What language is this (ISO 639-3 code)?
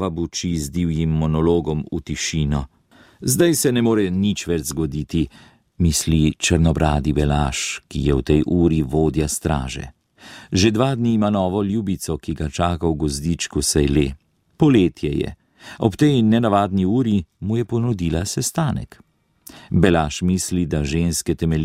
slv